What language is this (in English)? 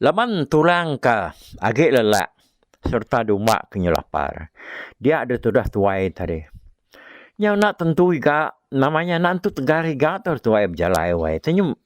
Iban